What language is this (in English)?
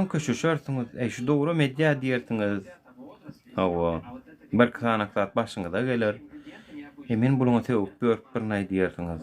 Turkmen